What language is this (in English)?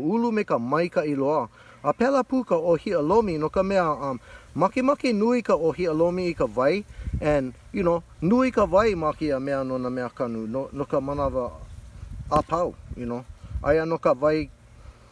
Hawaiian